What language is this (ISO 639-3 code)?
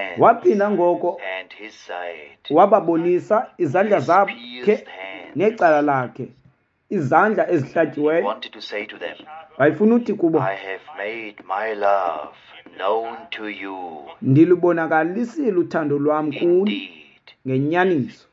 xho